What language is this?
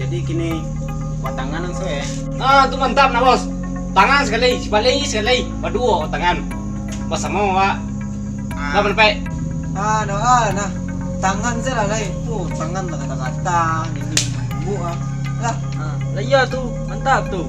Minangkabau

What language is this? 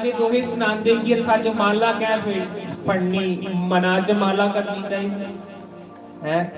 Dogri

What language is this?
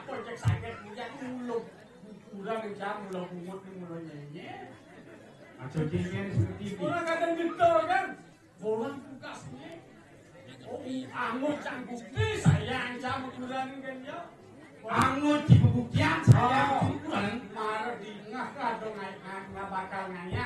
Balinese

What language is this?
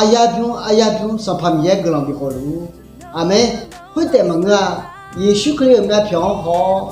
Akha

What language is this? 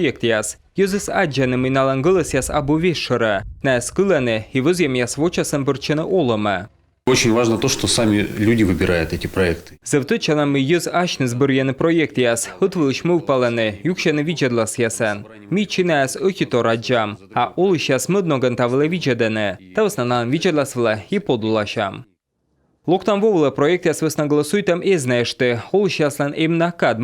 Komi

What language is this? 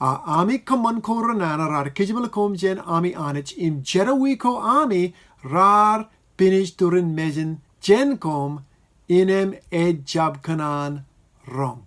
Marshallese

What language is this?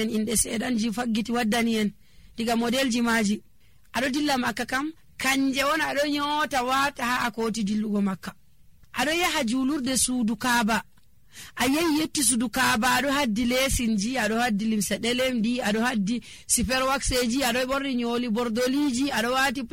Nigerian Fulfulde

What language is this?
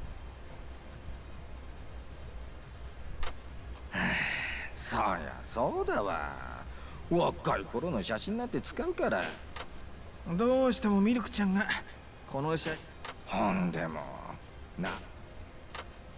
Japanese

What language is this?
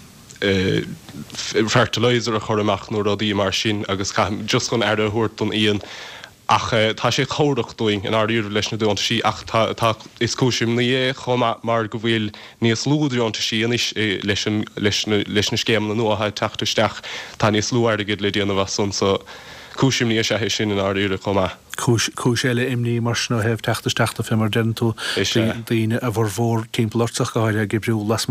Irish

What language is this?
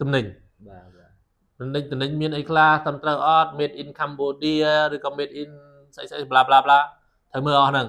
Khmer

